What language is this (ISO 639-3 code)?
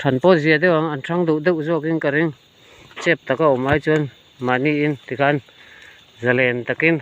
lus